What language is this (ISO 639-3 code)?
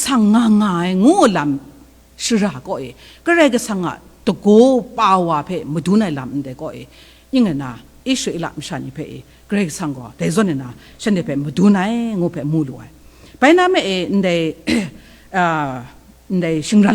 kac